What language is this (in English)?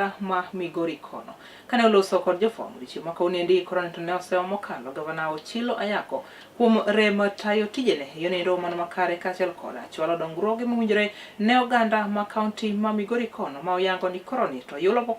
Luo (Kenya and Tanzania)